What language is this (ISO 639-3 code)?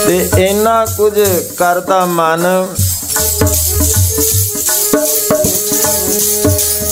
pan